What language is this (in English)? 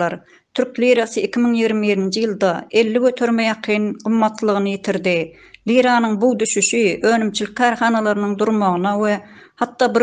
Turkmen